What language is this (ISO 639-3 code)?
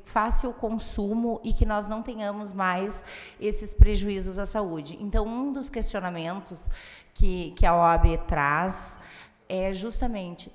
por